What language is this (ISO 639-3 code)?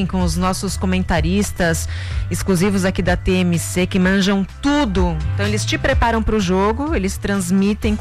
por